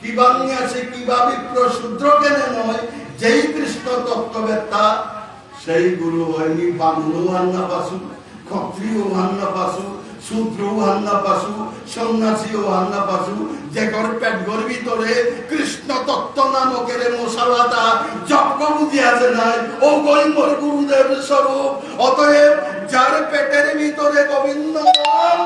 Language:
Bishnupriya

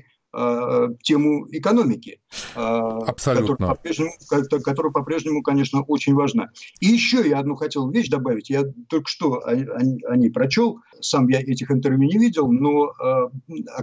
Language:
Russian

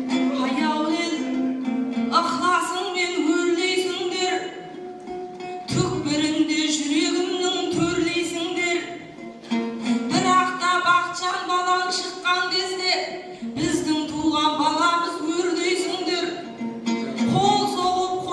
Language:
Kazakh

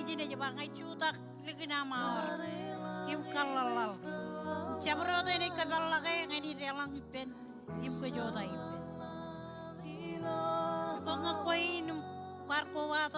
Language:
Marshallese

